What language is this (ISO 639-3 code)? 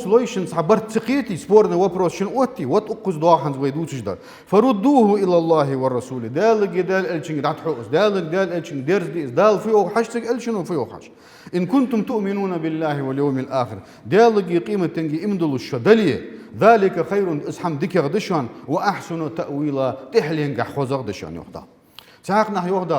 inh